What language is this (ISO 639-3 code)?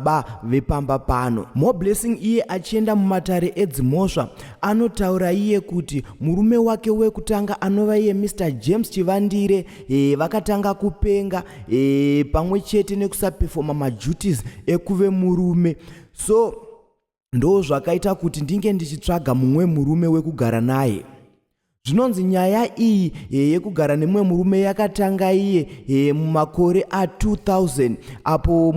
sna